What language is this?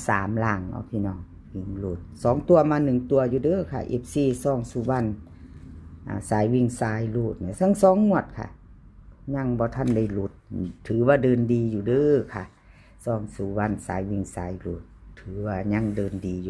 Northeastern Thai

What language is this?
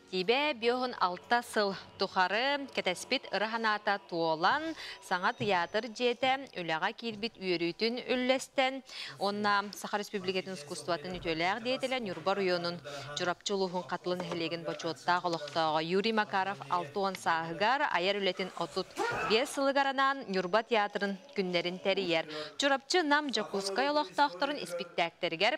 Yakut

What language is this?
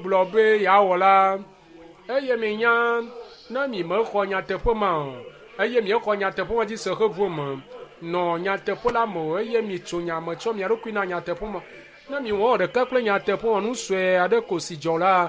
Ewe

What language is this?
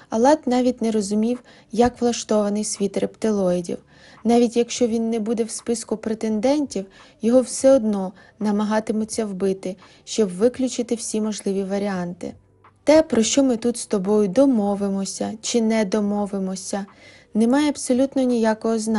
Ukrainian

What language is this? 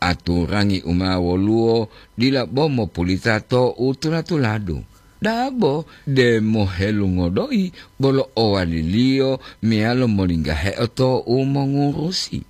Gorontalo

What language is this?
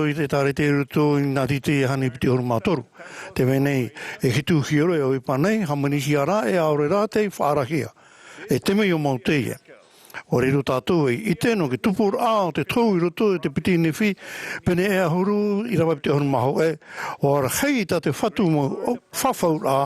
Tahitian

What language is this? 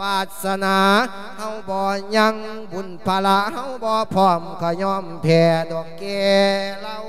Lao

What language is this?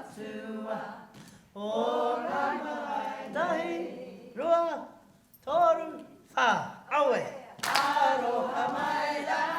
Māori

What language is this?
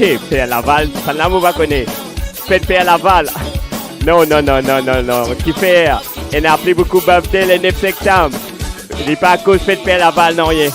Morisyen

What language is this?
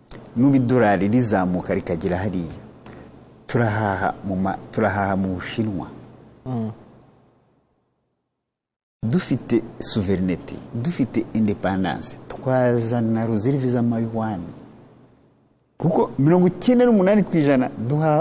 Kinyarwanda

